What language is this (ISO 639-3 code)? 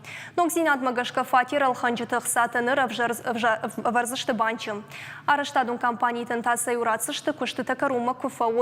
oss